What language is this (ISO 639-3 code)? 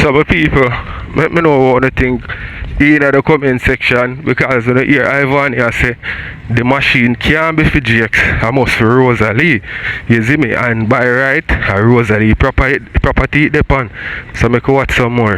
jam